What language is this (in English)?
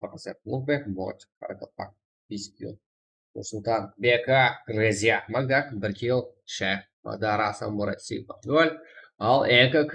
Kara-Kalpak